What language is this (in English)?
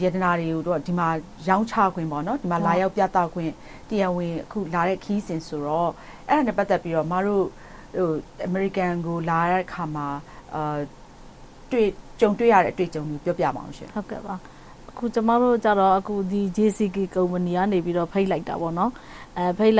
Burmese